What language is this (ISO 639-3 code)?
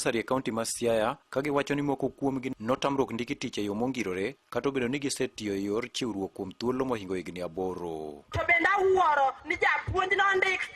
luo